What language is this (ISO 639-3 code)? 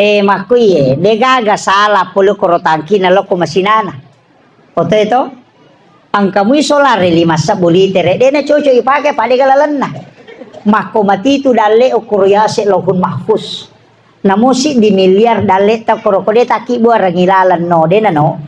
bug